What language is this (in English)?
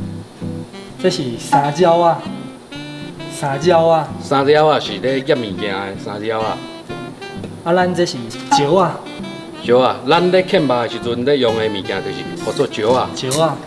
Min Nan Chinese